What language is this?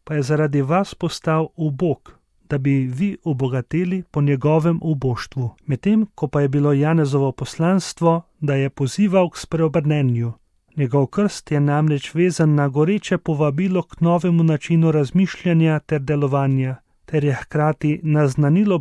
Slovenian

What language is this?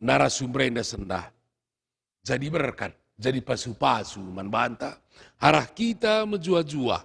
Batak Karo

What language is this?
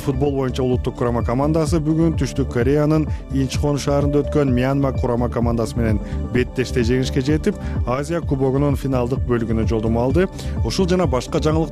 Kyrgyz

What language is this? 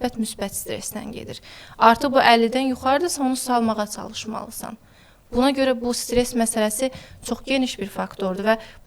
Azerbaijani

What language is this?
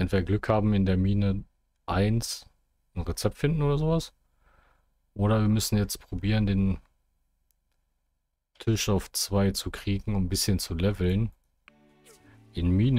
German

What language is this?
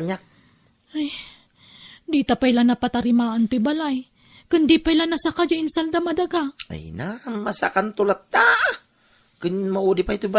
Iloko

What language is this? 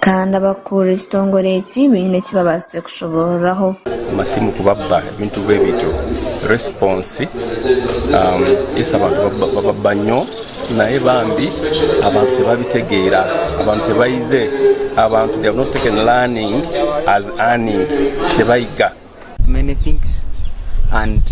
Nyankole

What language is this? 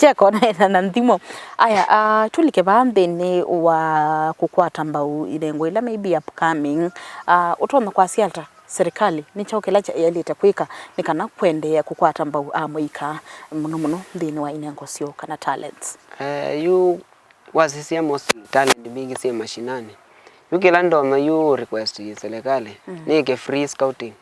Kamba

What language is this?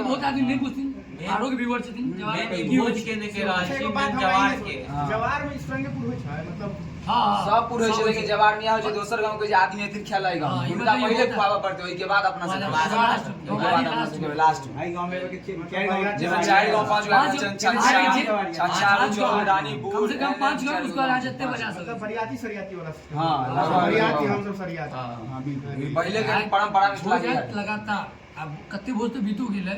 Maithili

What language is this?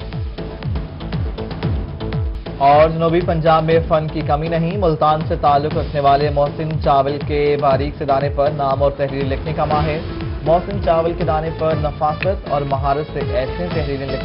Urdu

